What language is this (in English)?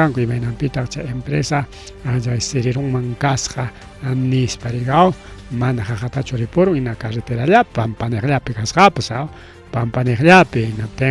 Ayacucho Quechua